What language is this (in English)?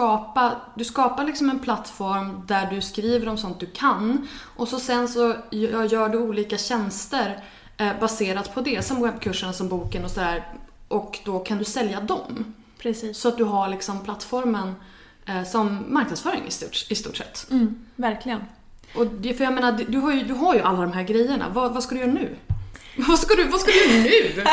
Swedish